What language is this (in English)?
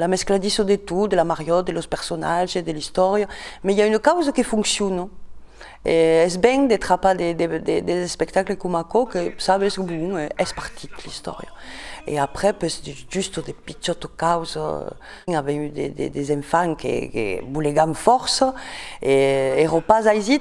Occitan